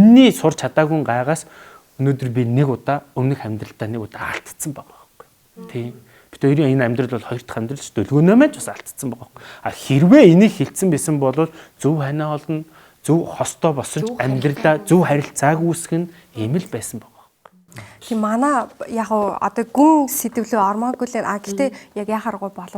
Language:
Mongolian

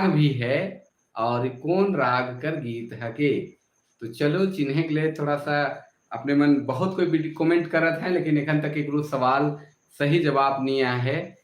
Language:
Sadri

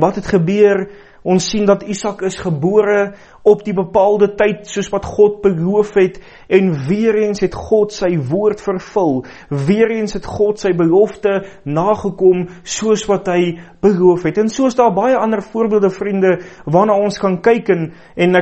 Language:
Afrikaans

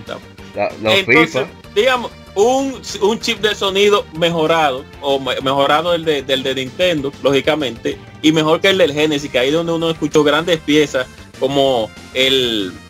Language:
Spanish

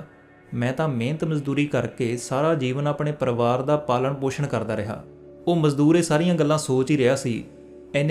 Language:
Punjabi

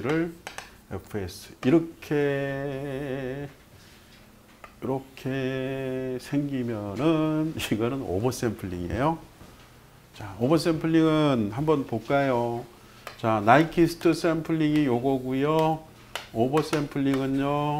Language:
Korean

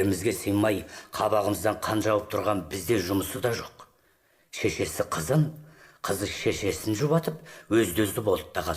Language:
Kazakh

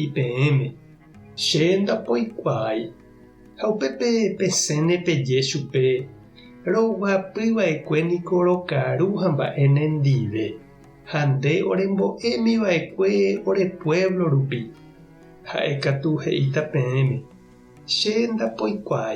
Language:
Guarani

